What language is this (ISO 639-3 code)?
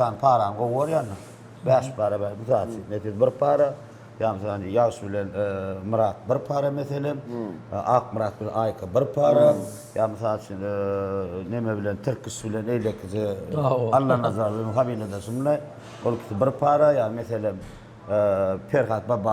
tuk